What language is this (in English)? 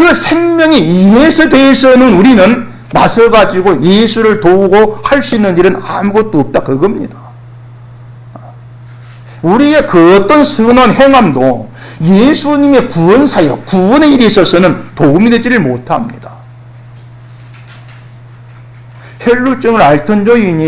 Korean